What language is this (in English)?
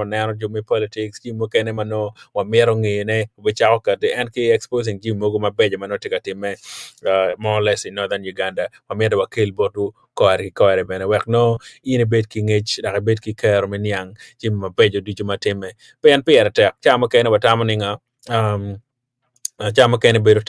Acoli